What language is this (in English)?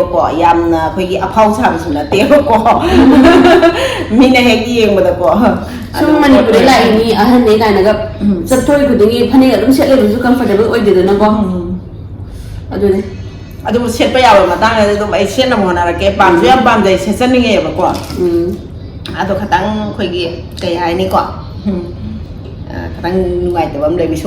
Manipuri